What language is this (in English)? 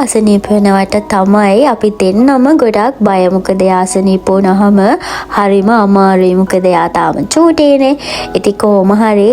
Sinhala